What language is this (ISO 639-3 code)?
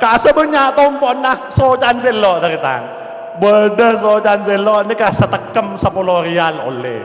mad